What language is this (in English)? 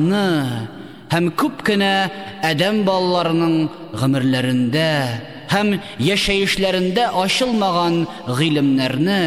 Tatar